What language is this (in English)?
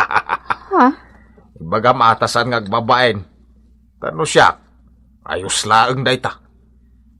Iloko